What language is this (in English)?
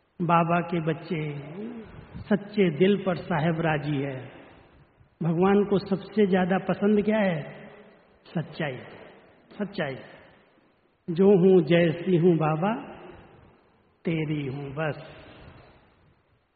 Hindi